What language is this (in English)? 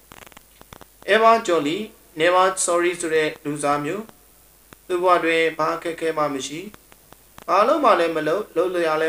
Burmese